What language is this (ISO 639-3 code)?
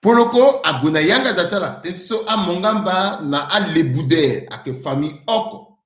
sag